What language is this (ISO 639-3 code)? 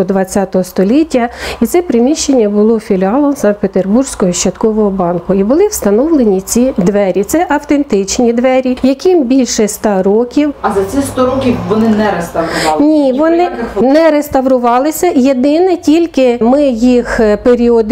ukr